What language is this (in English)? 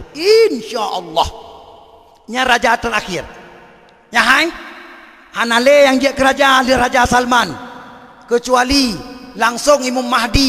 Achinese